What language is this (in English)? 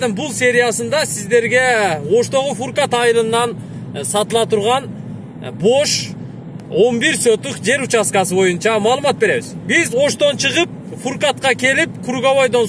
Kyrgyz